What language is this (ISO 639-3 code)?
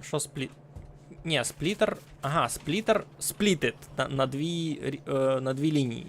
rue